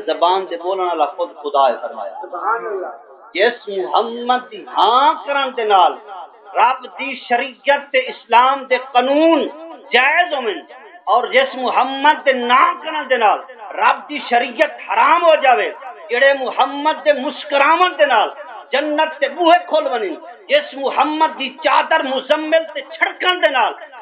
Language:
Saraiki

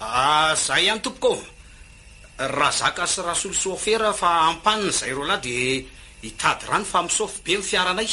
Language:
Malagasy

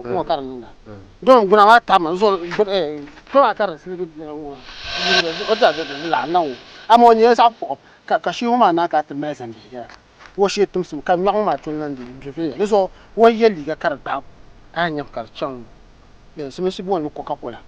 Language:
Dagbani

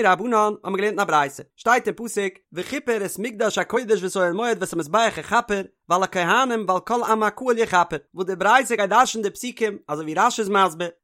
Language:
Yiddish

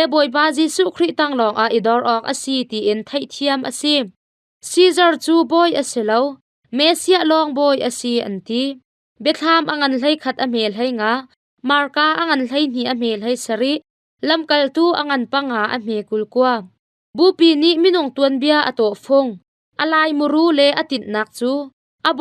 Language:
Hakha Chin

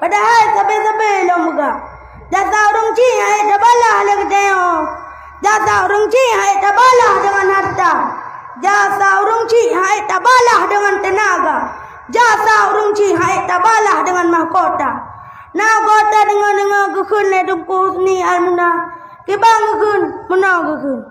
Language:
Achinese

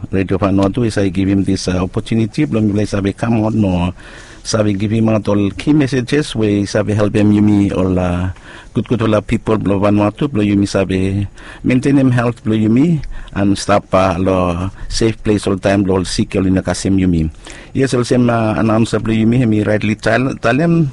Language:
Bislama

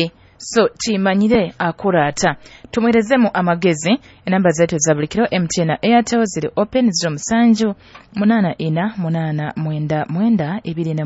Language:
Nyoro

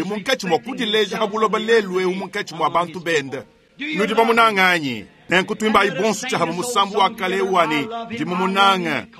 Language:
Luba-Lulua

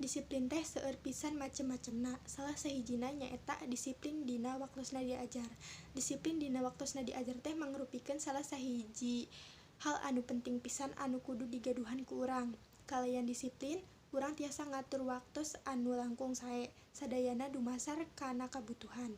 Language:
Sundanese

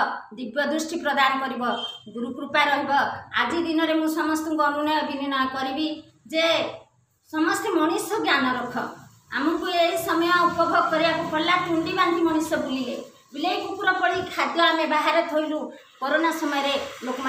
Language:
Odia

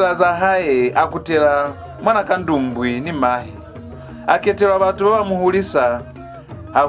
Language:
Lozi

